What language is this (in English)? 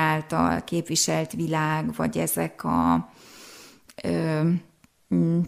Hungarian